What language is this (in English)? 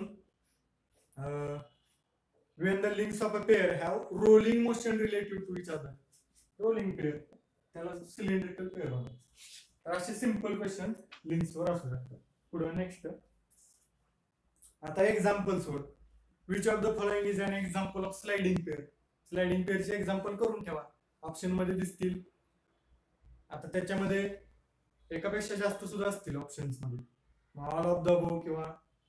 Marathi